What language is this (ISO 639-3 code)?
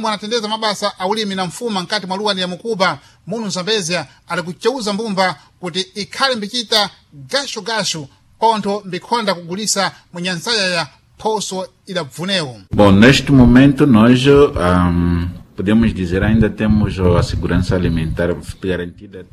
seh